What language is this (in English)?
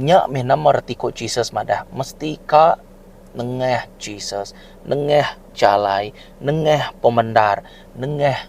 Iban